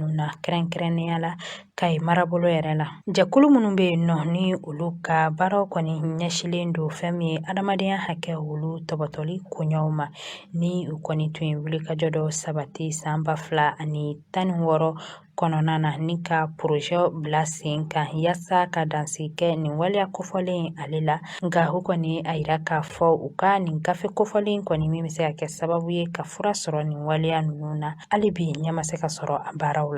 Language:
Bambara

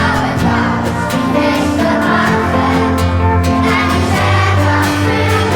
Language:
Swiss German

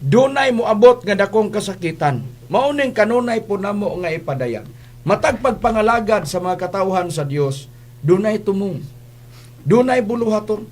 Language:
Cebuano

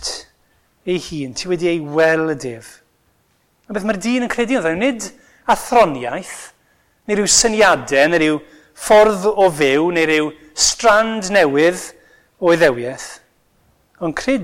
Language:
Welsh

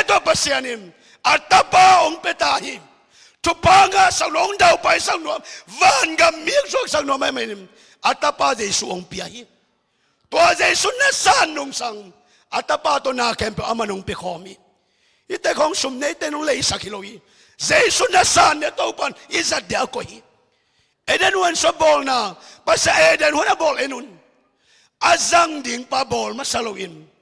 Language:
Tedim Chin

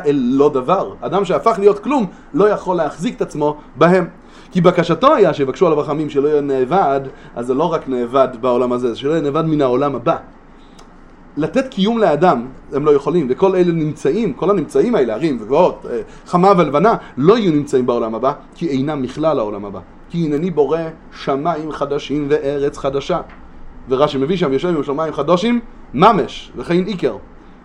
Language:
Hebrew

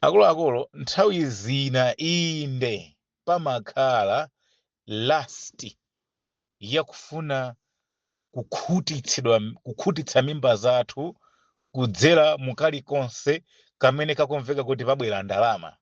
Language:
Nyanja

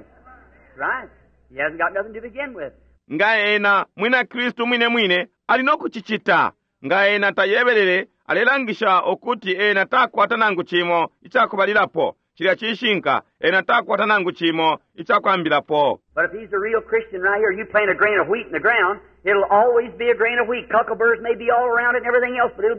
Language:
Bemba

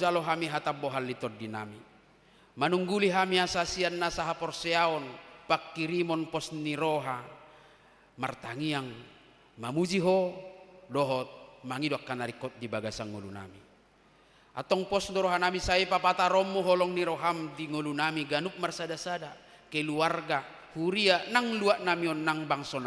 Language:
Batak Toba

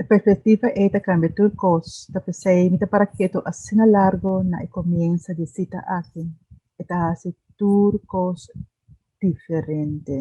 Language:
Papiamento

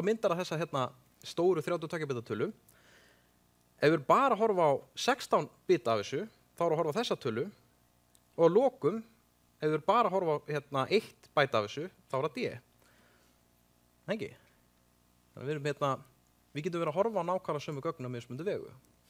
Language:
Icelandic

